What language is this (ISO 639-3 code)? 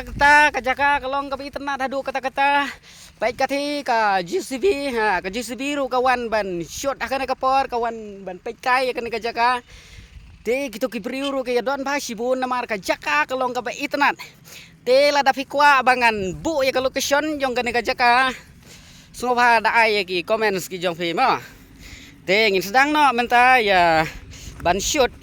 kha